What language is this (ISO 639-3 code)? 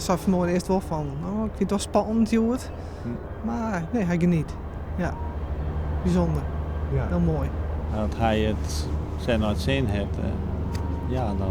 fry